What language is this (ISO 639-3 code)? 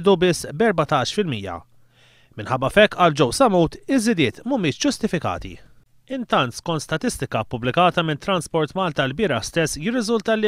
mlt